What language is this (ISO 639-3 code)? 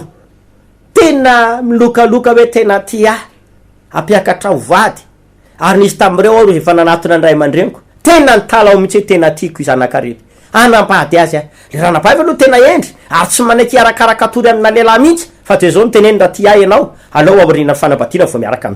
mlg